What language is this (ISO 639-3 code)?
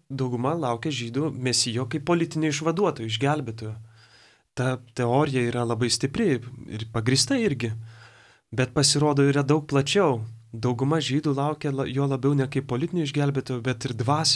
lit